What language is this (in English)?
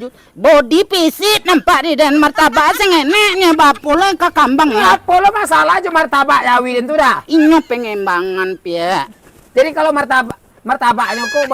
Minangkabau